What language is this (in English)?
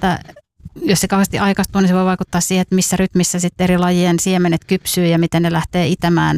Finnish